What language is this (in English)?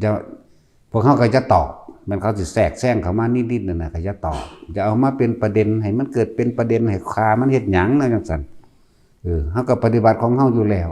Northeastern Thai